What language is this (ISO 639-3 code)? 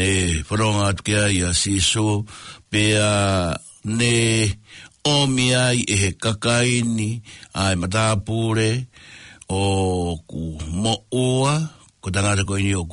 ton